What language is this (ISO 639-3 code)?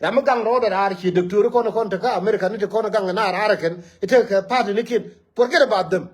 nus